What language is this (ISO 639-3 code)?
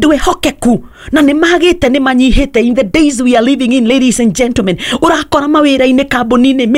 kik